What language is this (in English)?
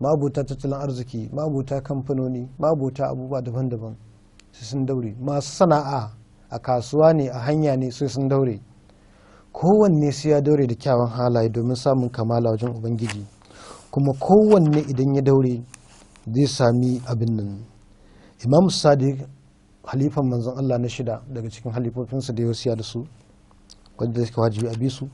Hausa